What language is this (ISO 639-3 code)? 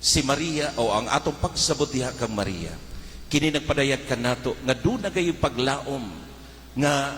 ceb